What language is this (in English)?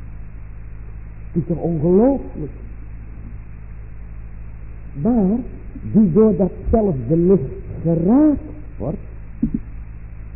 Dutch